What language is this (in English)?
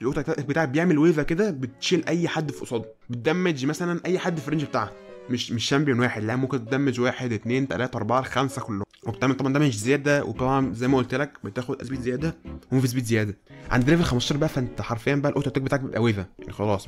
Egyptian Arabic